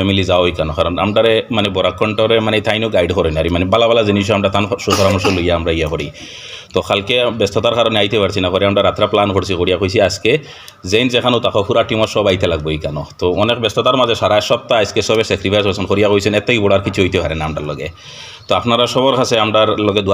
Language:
Sylheti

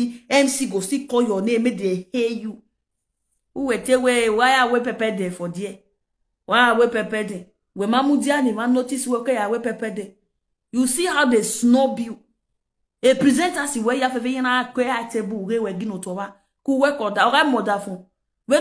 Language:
Nigerian Pidgin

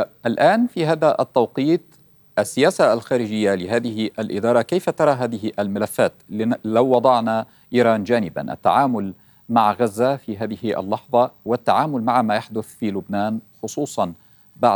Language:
Arabic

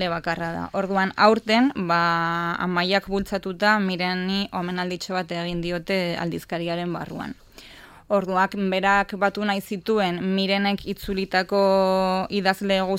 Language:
Basque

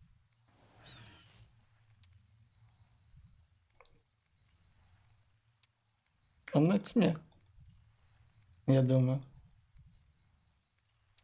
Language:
Russian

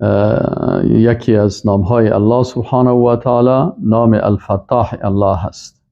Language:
Persian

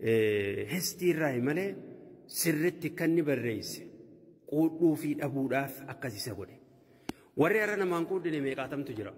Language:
Oromo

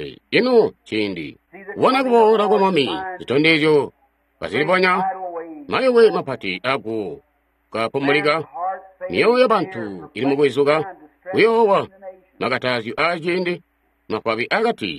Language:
Tonga (Zambia)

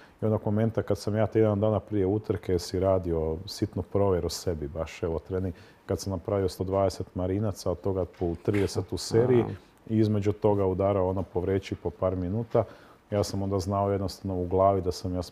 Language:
Croatian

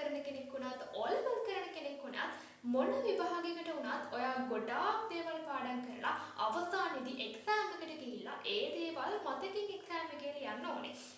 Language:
Sinhala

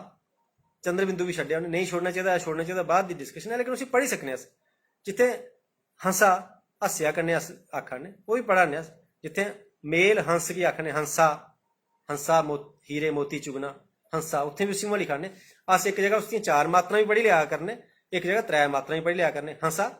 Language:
Dogri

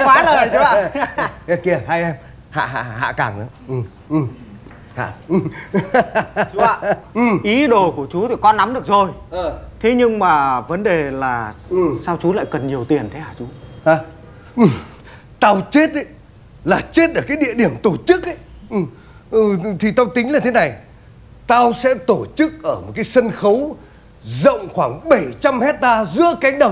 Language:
Vietnamese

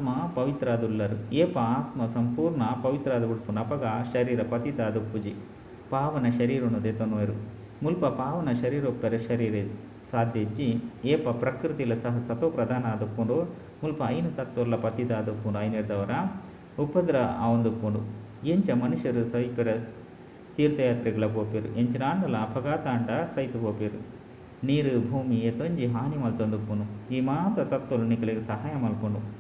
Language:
Tulu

